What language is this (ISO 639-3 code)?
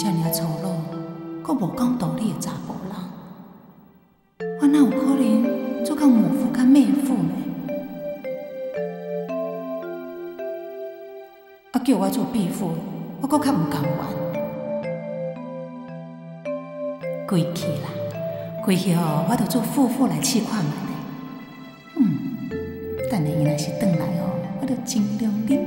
nan